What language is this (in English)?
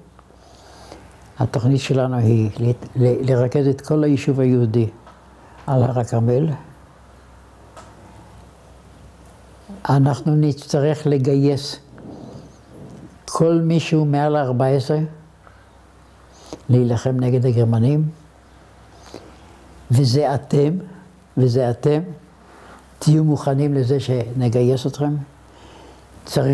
Hebrew